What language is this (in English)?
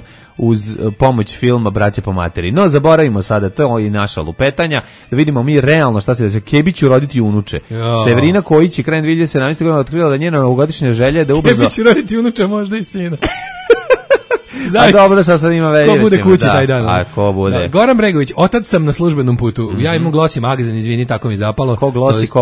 Serbian